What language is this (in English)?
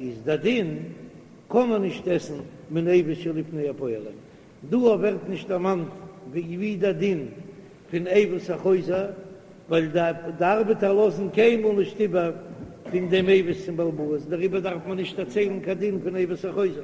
Yiddish